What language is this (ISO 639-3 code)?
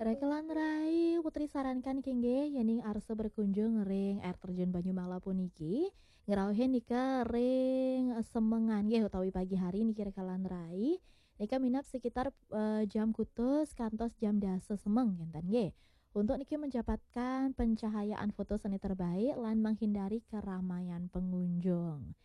ban